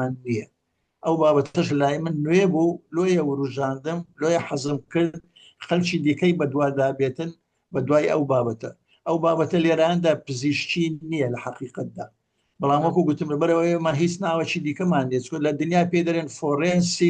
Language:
Central Kurdish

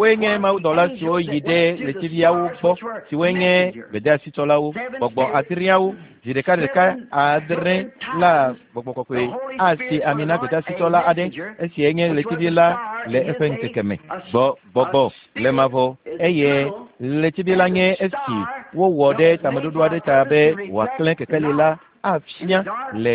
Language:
Ewe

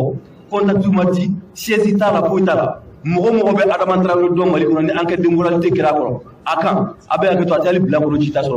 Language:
Bambara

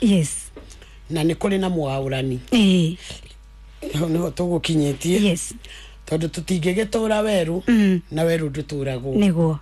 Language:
Kikuyu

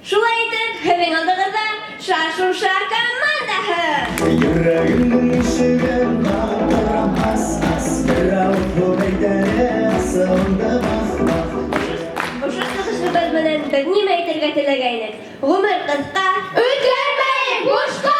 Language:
Bashkir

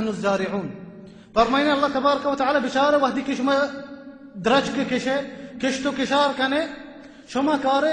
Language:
Baluchi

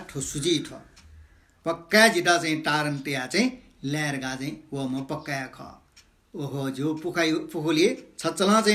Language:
Newari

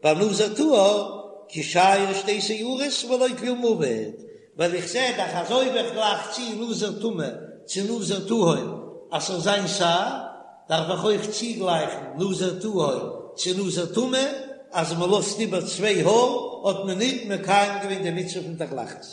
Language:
Yiddish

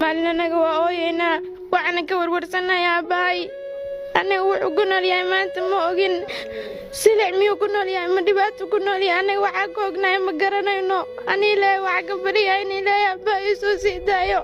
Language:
Somali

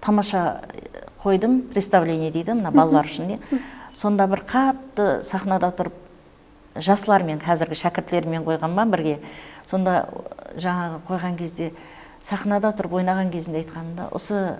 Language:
Kara-Kalpak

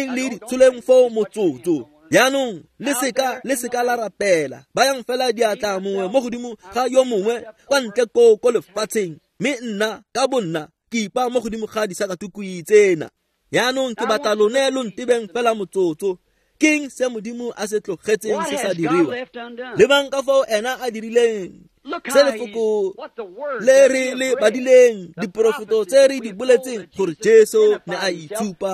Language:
Tswana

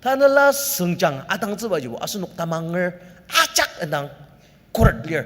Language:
Ao Naga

